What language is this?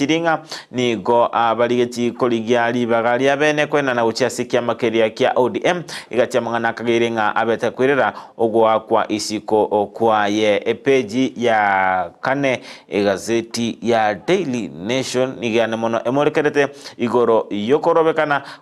Gusii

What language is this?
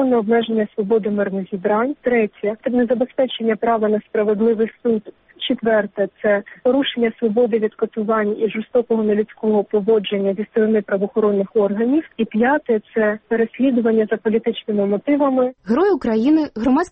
Ukrainian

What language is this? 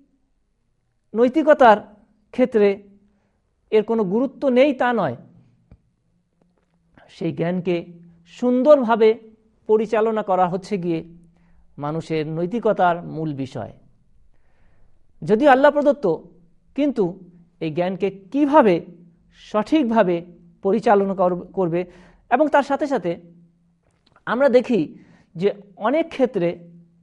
Bangla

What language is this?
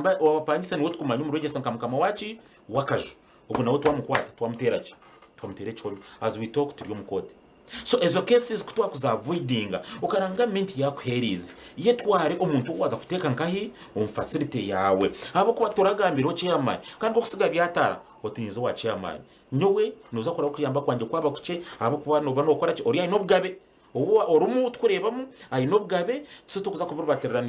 Nyankole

